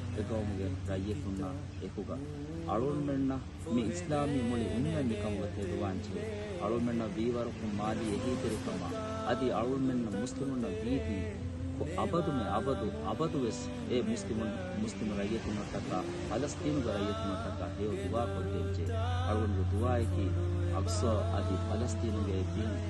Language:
Divehi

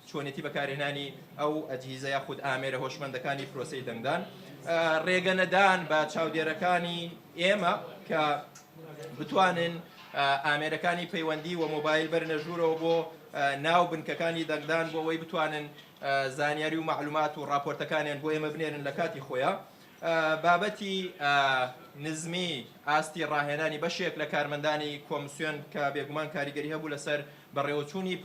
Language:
Central Kurdish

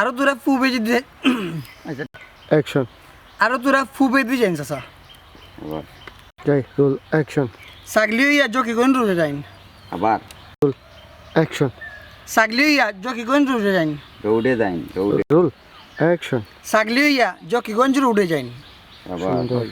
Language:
Sylheti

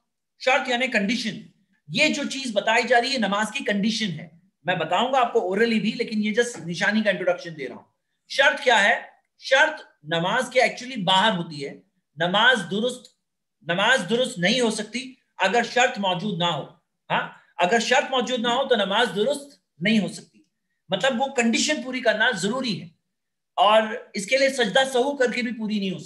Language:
Urdu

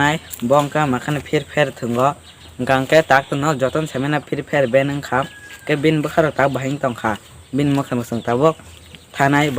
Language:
Kok Borok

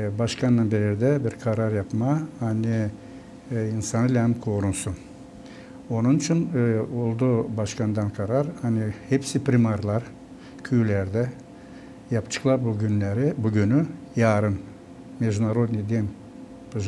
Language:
Gagauz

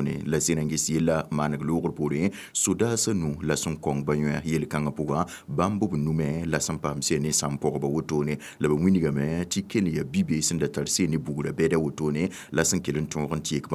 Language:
Mossi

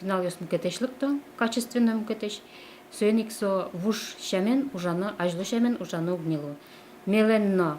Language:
Udmurt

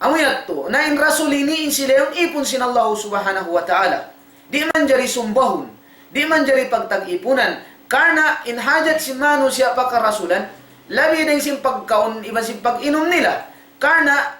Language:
Tausug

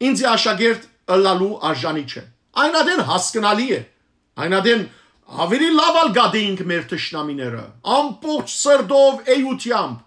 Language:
Western Armenian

